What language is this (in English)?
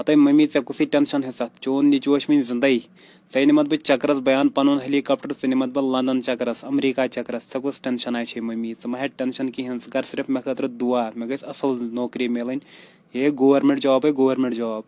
Kashmiri